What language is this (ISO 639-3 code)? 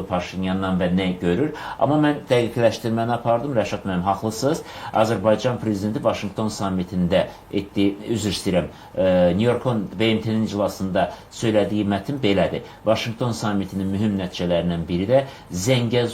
aze